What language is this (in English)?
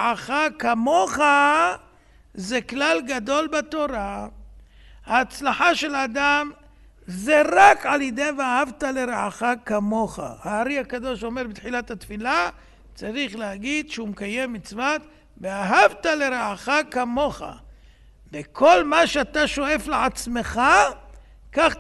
Hebrew